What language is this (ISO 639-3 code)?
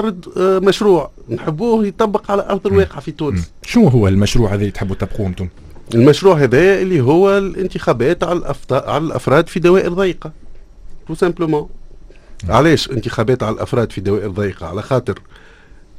aeb